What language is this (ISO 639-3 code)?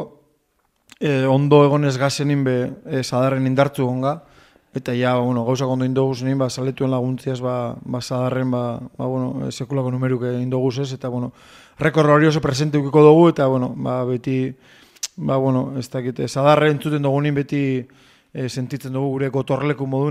eus